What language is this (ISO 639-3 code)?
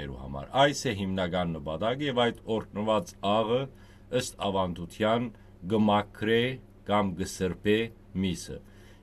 hyw